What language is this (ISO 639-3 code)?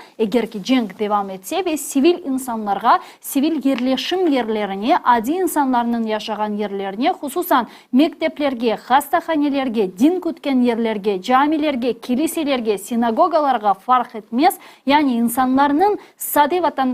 crh